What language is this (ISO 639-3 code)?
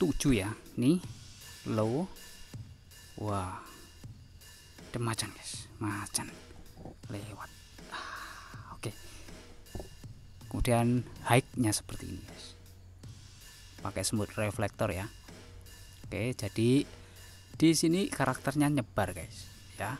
ind